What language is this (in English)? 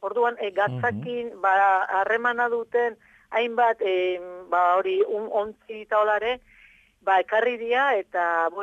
Basque